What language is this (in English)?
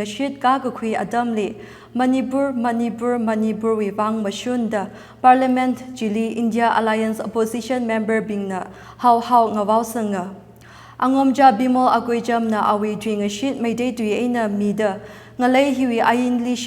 Tangkhul Naga (India)